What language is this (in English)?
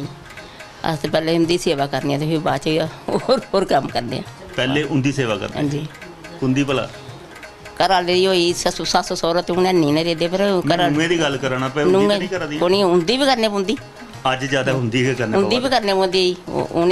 Dogri